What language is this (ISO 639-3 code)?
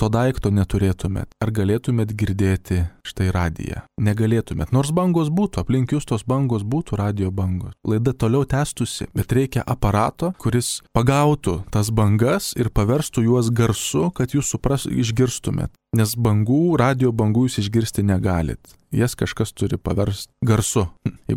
lit